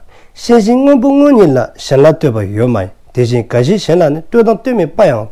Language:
Dzongkha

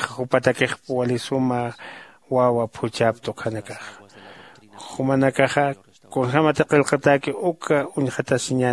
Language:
Aymara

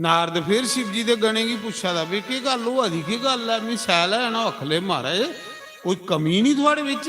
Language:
Dogri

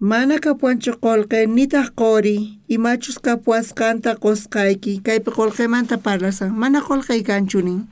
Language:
South Bolivian Quechua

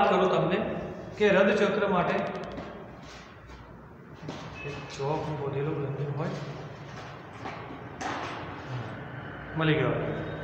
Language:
Gujarati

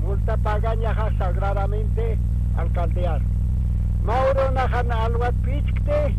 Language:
Aymara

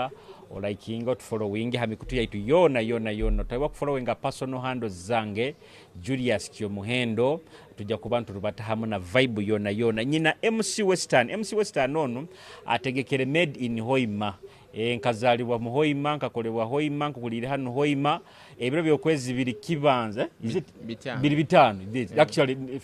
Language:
Nyoro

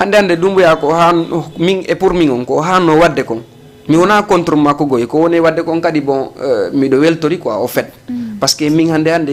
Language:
Fula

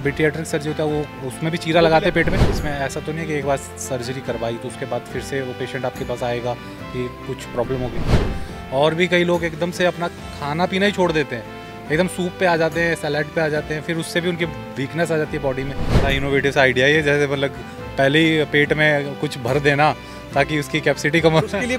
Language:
Hindi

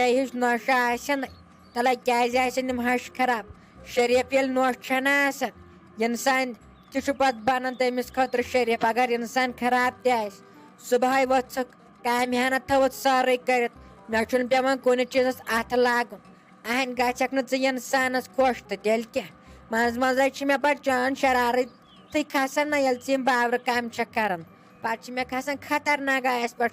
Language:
Kashmiri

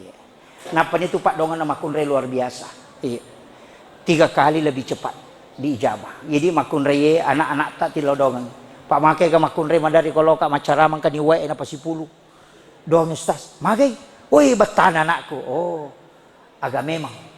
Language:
Buginese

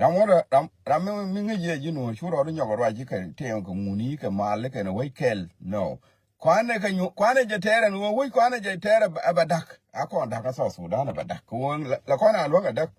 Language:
Nuer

